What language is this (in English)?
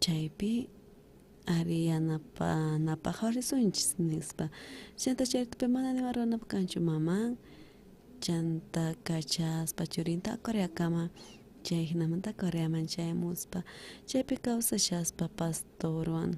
South Bolivian Quechua